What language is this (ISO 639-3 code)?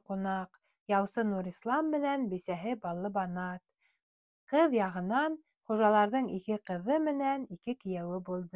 bak